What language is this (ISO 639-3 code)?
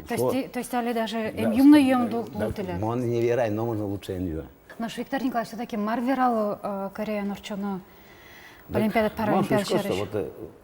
udm